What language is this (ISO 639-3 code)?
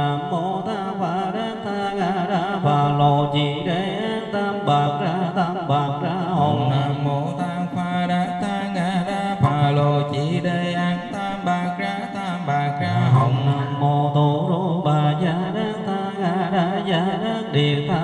vie